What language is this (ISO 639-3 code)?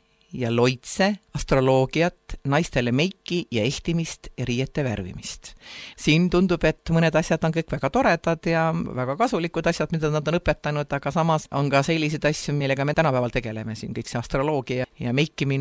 est